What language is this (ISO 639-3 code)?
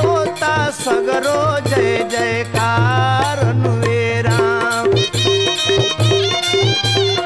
bho